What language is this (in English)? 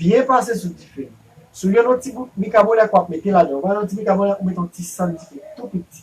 Haitian Creole